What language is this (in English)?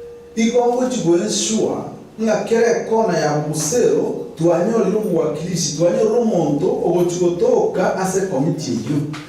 Gusii